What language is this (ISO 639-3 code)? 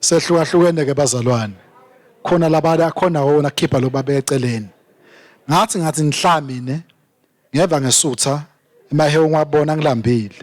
ssw